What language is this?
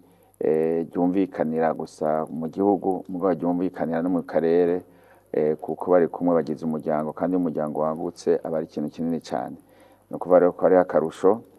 Rundi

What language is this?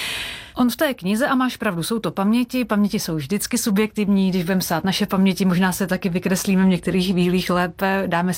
Czech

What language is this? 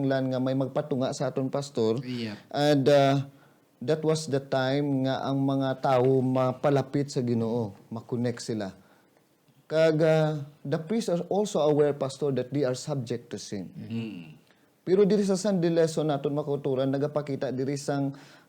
Hiligaynon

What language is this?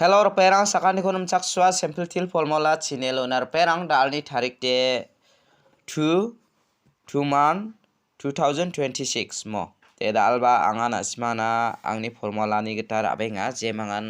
Garo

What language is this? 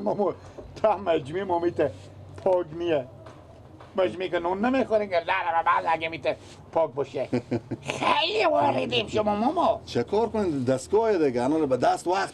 Persian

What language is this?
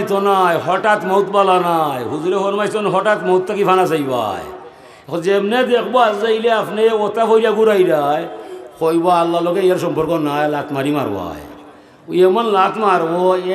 Sylheti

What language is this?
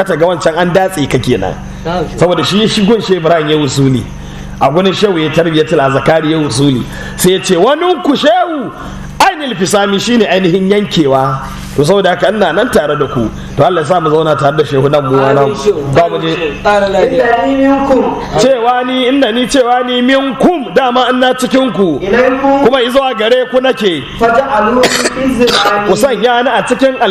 Hausa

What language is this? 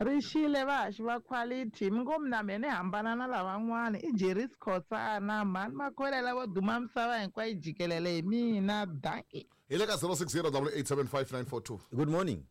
Tsonga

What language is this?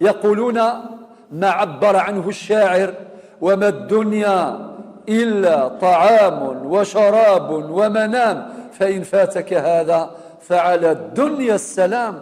Kabyle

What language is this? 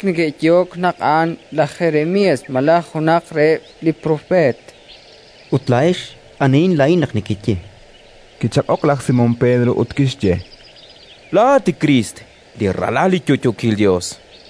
Kekchí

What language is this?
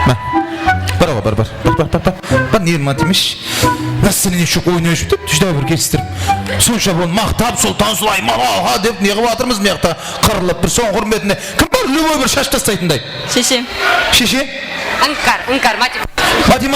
Kara-Kalpak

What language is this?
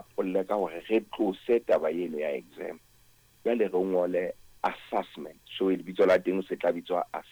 Southern Sotho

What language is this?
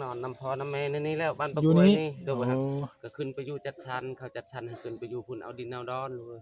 Northeastern Thai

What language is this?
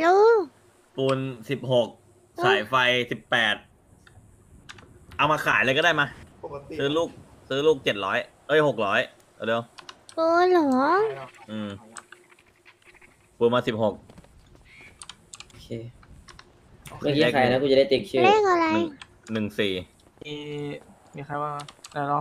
Thai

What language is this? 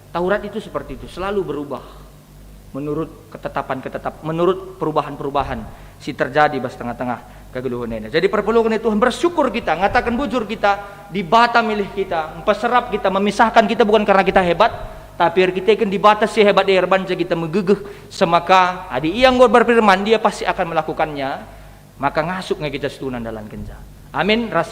Batak Karo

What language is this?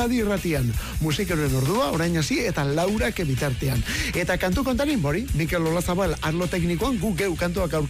Basque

